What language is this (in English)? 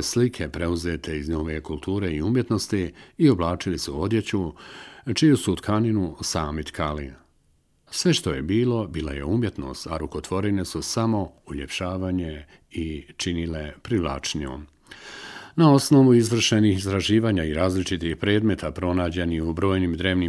Bosnian